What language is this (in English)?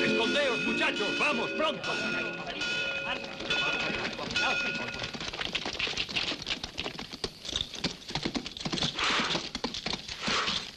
Spanish